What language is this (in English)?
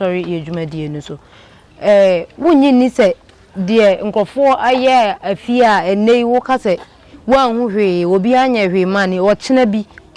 Akan